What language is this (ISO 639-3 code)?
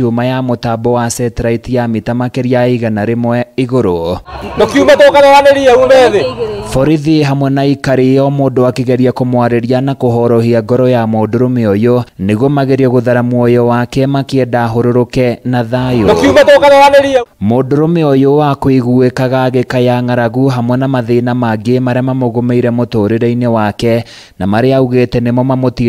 kik